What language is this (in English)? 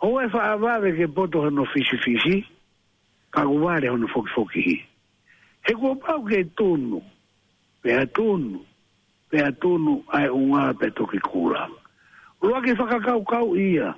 Tongan